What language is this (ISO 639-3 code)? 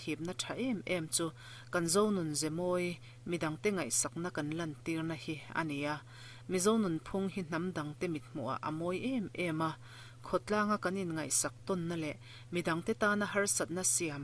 lus